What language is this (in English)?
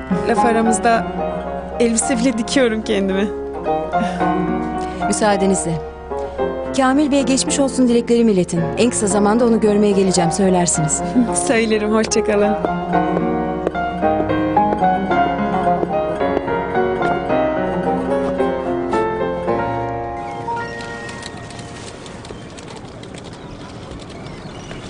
Turkish